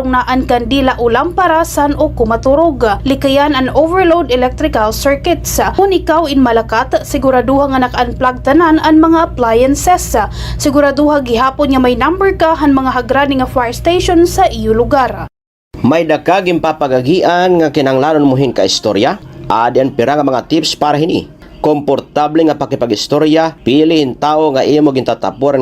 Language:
Waray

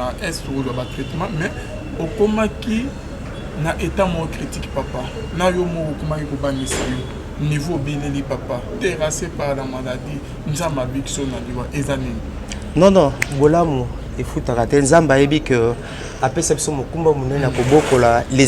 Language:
Lingala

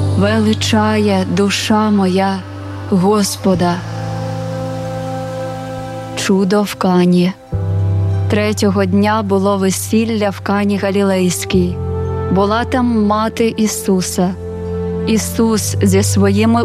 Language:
Ukrainian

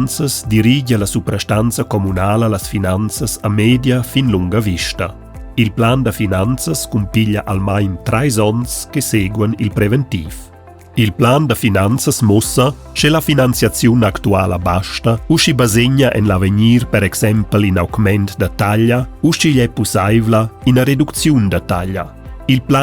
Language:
Romansh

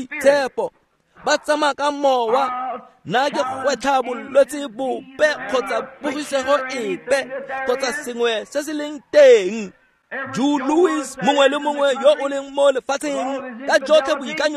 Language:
Tswana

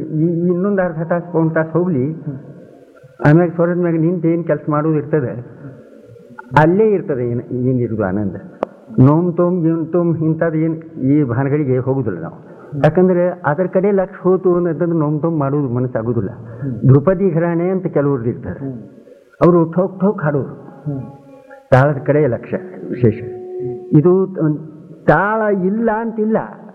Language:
Kannada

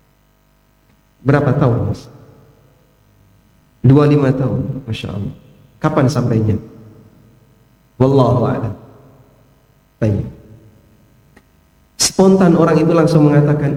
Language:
Indonesian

